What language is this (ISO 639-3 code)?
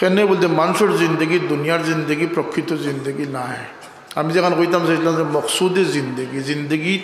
syl